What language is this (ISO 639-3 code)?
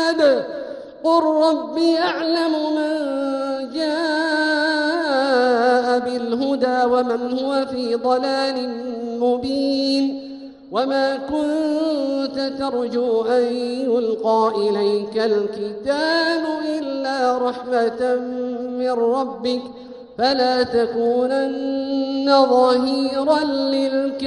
ara